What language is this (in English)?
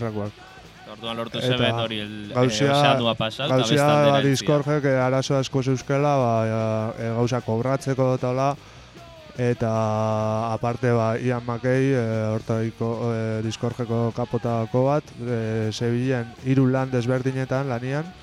Basque